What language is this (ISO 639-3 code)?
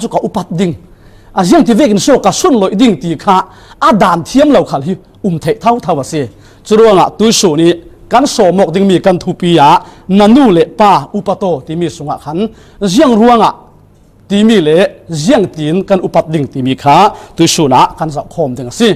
cfm